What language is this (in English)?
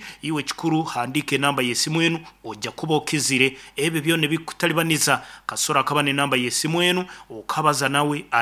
Nyankole